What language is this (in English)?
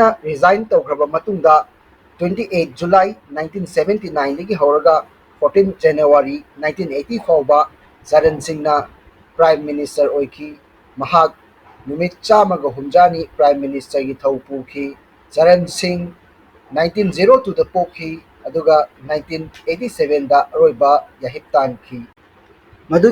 Manipuri